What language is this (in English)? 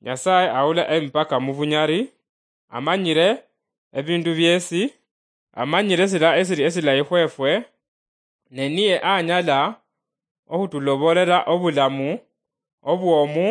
Luyia